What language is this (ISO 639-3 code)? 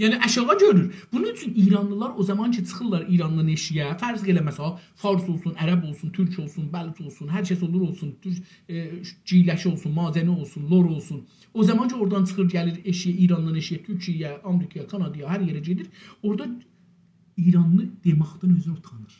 azb